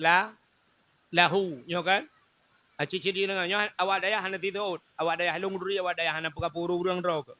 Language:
Achinese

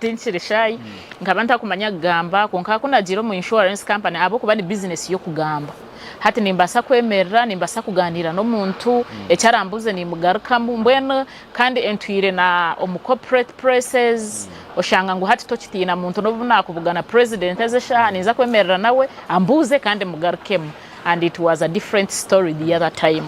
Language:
Nyankole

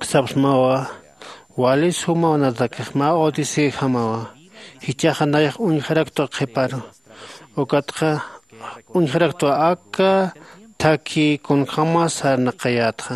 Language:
Aymara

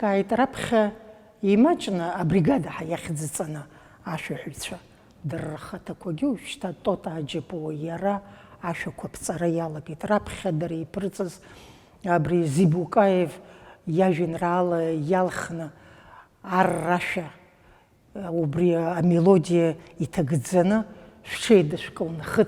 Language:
Abkhazian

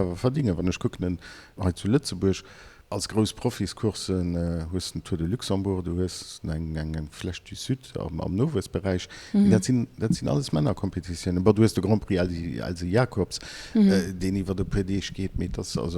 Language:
Luxembourgish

